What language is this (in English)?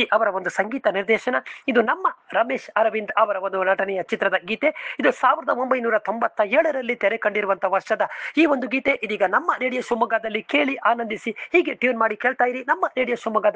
Kannada